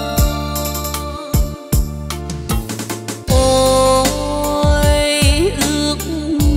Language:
Vietnamese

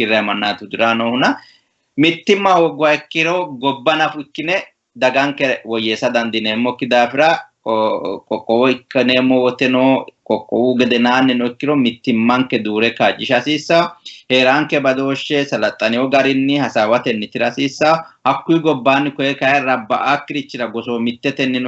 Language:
Sidamo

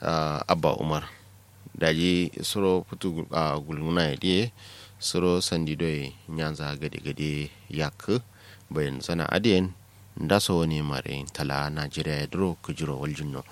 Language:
Kanuri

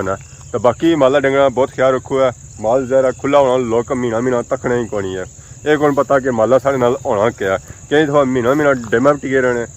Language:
Pahari-Potwari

